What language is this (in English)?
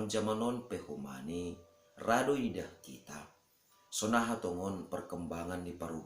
Batak Simalungun